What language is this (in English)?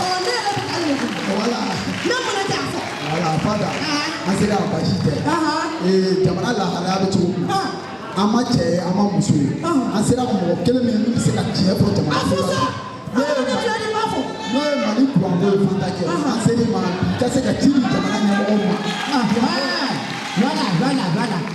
Bambara